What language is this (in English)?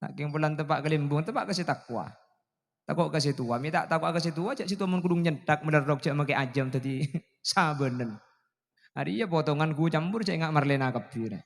Madurese